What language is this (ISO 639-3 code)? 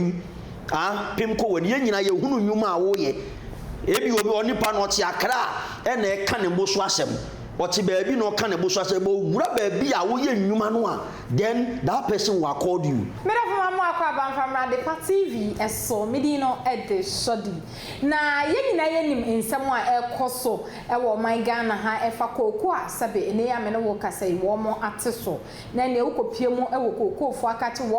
aka